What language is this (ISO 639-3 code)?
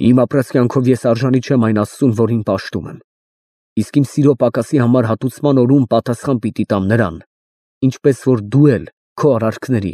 hye